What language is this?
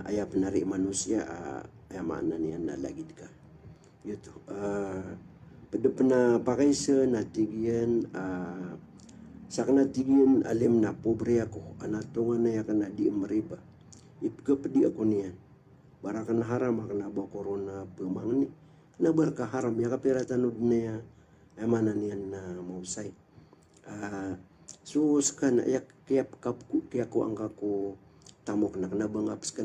Maranao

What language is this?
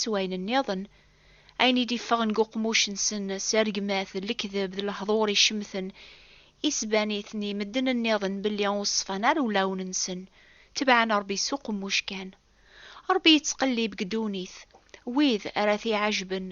Kabyle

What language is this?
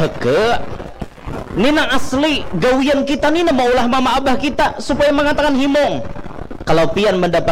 Banjar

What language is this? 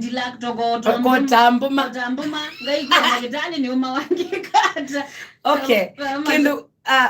Kamba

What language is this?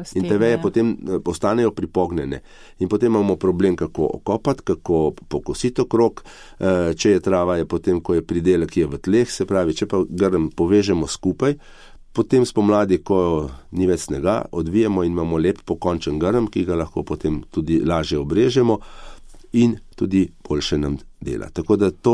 Slovenian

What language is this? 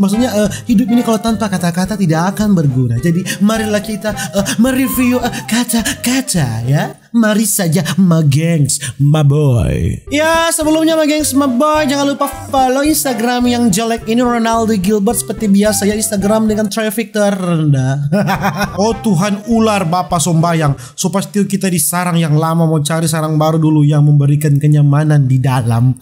Manado Malay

